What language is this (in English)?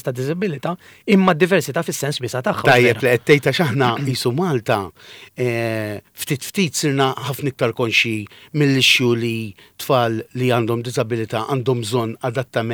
Maltese